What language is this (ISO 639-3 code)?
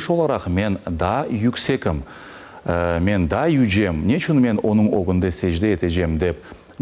crh